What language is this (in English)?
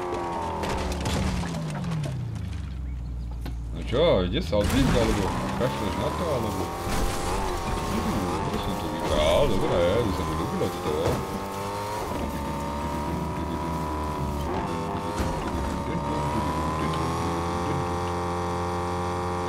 Slovak